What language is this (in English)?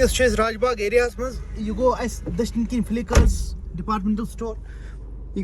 Kashmiri